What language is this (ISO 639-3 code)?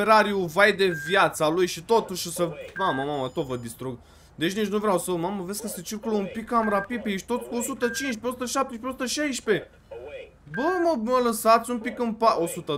ron